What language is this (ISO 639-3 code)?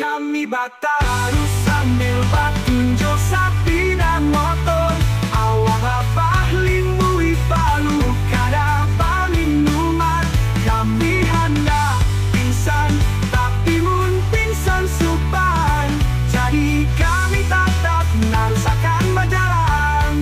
bjn